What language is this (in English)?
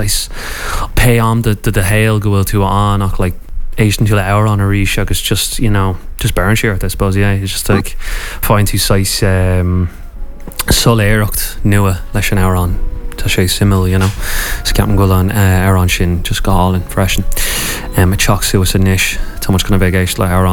Irish